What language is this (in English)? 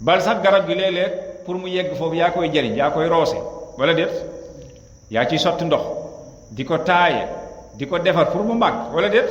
Wolof